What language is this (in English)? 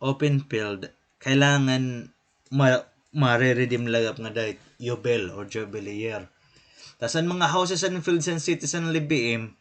Waray